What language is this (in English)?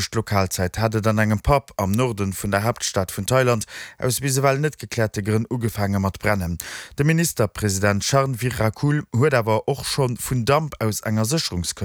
Luxembourgish